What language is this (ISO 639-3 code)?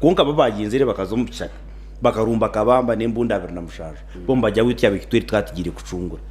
nyn